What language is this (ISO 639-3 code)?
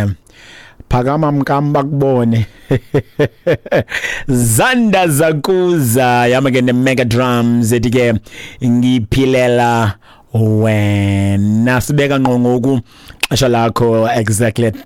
xho